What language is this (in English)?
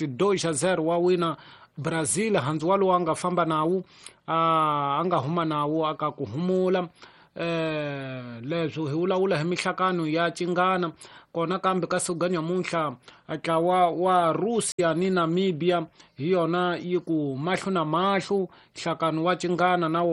Tsonga